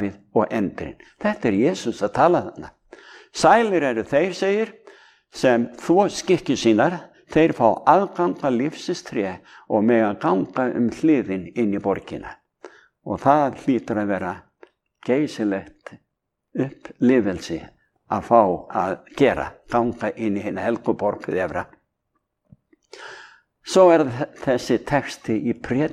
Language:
Icelandic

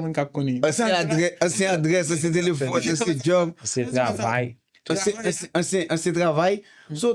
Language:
Haitian Creole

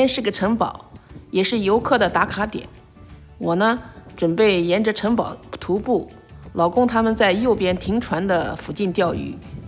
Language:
Chinese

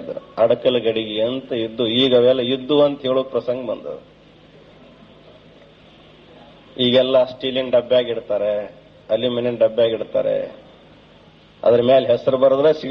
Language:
Kannada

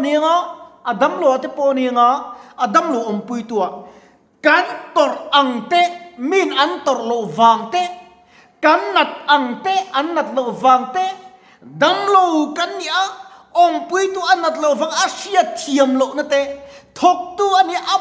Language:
Mizo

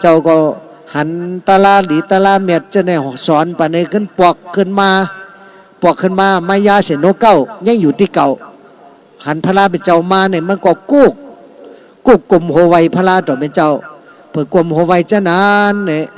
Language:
Shan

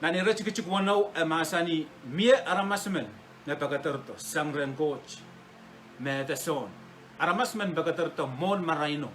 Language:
Pohnpeian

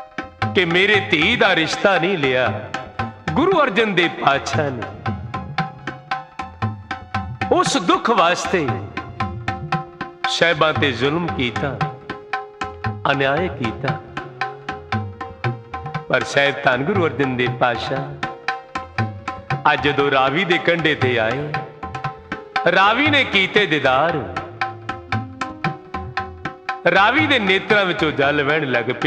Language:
Punjabi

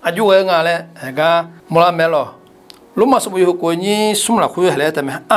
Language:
Akha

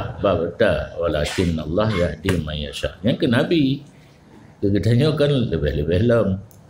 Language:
Achinese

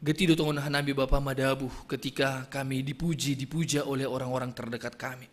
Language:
Batak Simalungun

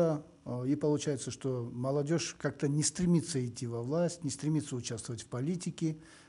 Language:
Russian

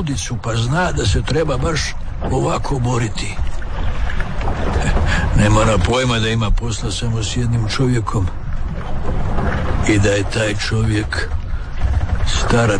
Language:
Croatian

